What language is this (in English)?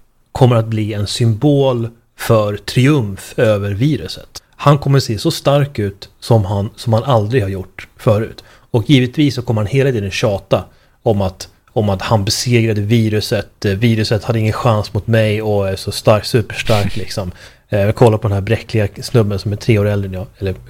Swedish